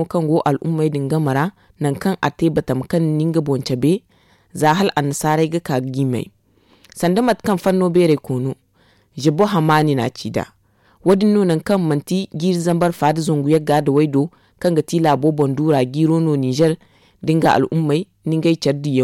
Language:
Zarma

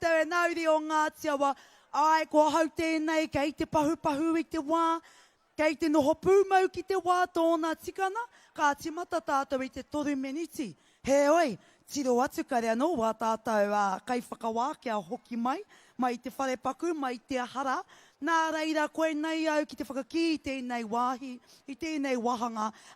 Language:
Māori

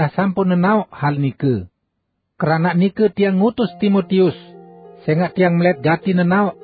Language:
Sasak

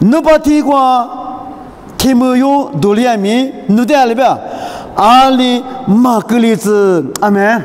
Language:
Lisu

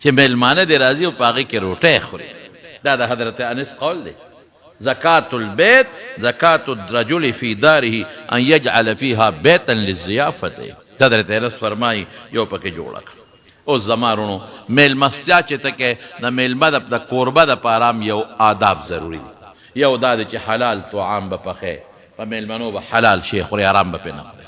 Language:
Pashto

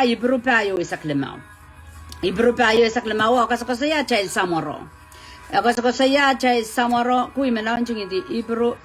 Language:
Pohnpeian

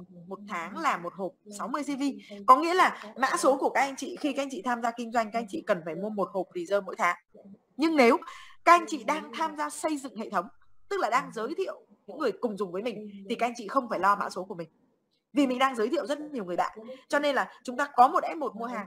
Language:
Vietnamese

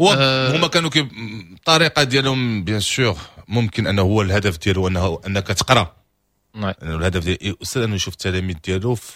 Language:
Moroccan Arabic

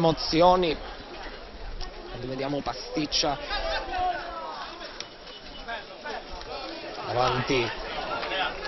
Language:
Italian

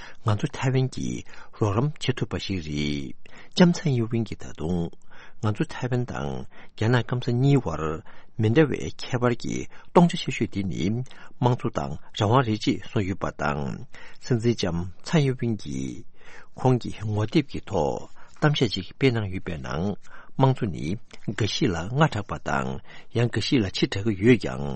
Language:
Tibetan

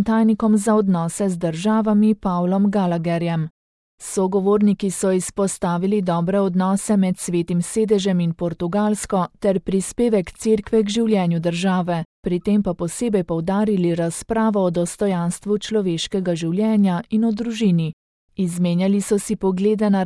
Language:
Slovenian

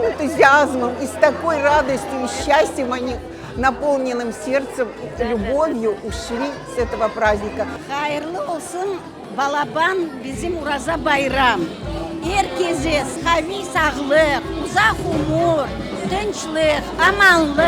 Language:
Crimean Tatar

